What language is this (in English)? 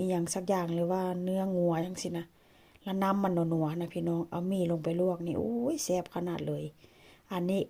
Northeastern Thai